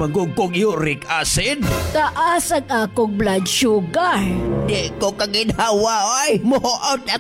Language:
Cebuano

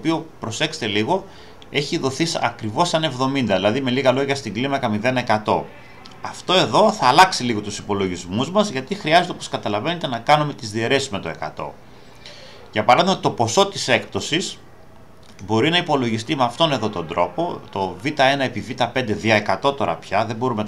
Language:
Greek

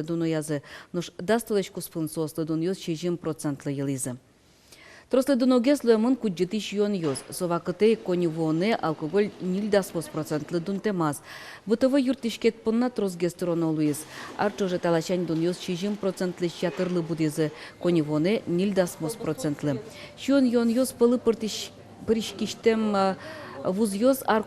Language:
Udmurt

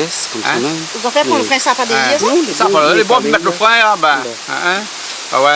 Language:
Réunion Creole French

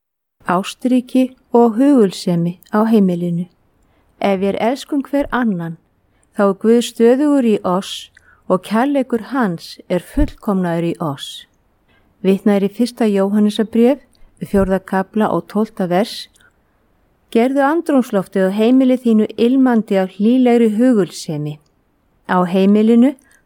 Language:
Icelandic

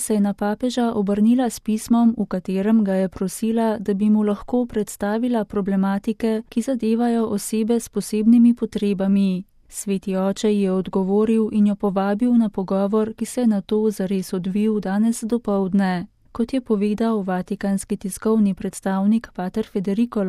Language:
Slovenian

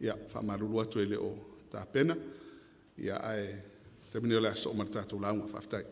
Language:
Samoan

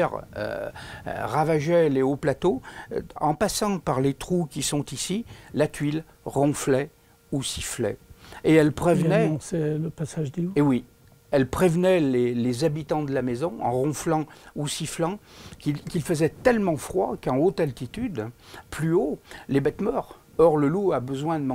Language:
French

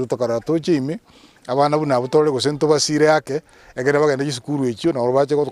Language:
Gusii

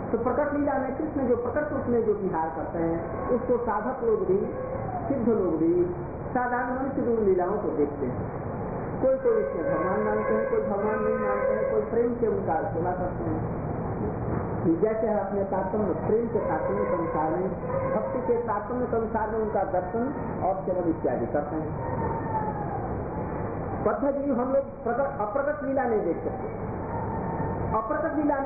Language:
Hindi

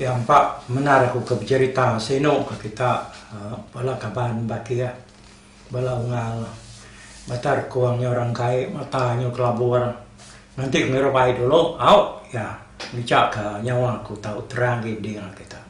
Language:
Iban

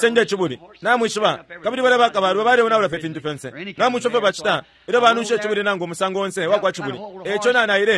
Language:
Bemba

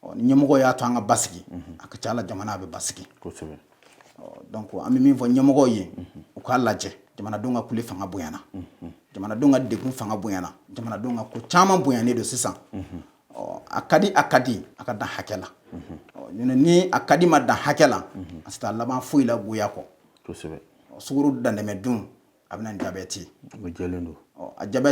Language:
Bambara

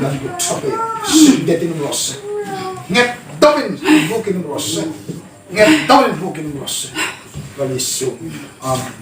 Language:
Hmar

